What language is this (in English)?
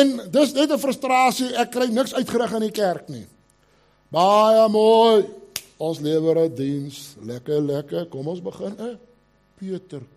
Afrikaans